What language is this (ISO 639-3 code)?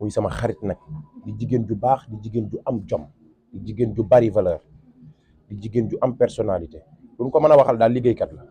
wol